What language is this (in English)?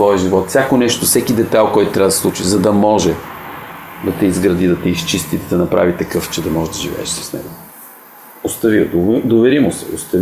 Bulgarian